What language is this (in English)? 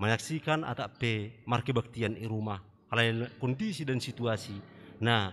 Batak Simalungun